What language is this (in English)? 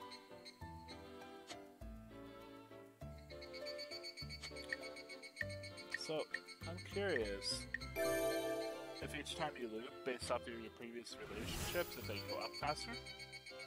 English